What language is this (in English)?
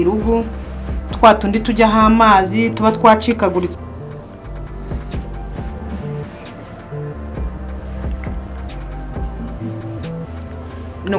Kinyarwanda